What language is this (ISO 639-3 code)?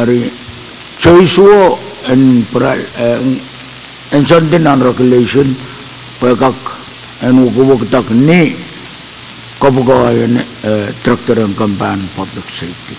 pon